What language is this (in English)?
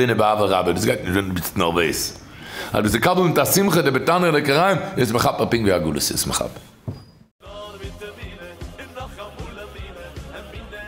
Yiddish